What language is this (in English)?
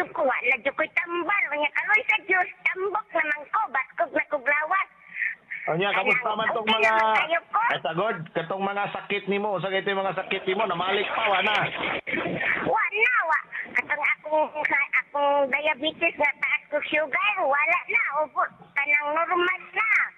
Cebuano